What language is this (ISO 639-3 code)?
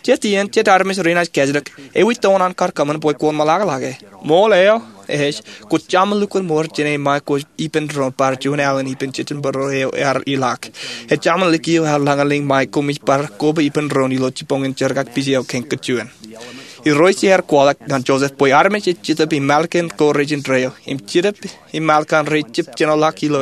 mah